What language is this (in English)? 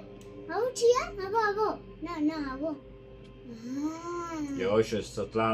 Kurdish